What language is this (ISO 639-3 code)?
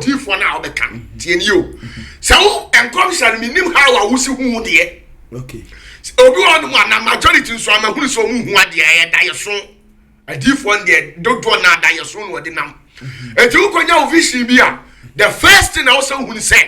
aka